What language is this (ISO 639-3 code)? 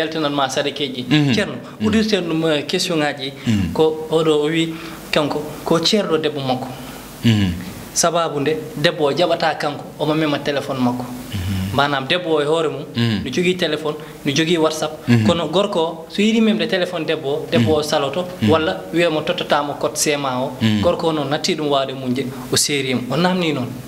ful